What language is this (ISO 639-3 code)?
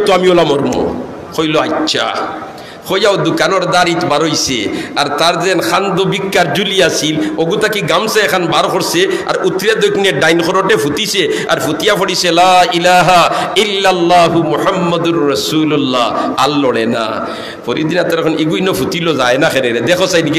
syl